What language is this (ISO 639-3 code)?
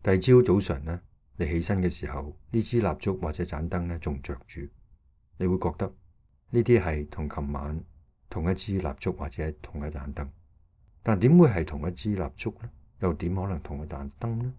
yue